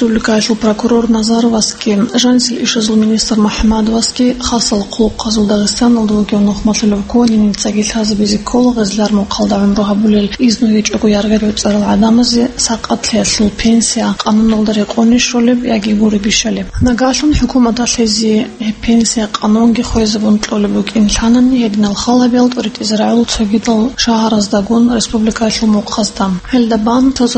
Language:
Avaric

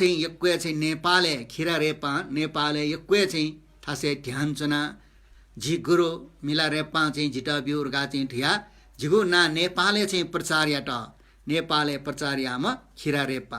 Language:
Newari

